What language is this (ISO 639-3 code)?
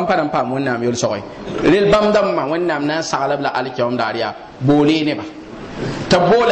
mos